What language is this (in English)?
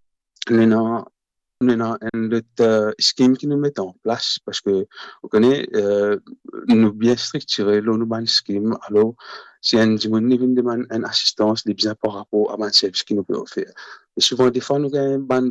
Morisyen